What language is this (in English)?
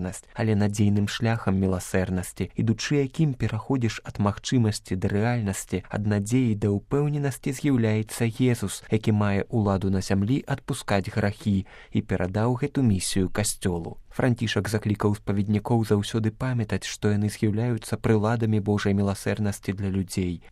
Belarusian